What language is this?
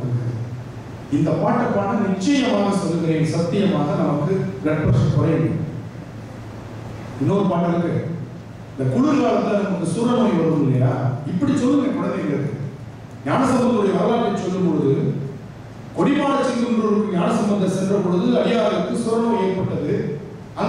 Tamil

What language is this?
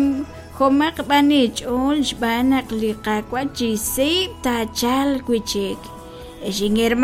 Kekchí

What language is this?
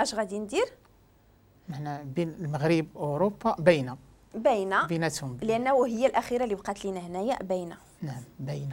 Moroccan Arabic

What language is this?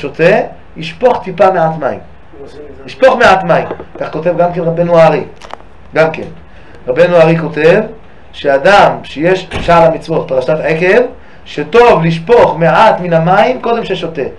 Hebrew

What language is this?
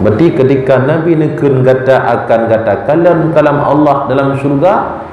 Achinese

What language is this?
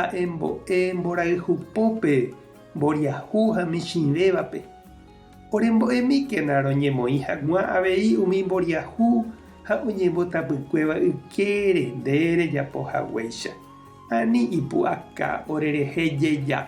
Guarani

